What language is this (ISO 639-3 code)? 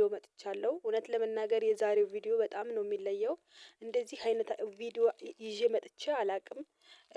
amh